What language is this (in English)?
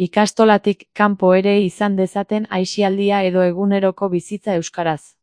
Basque